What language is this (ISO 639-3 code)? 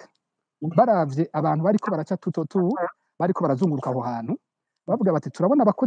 run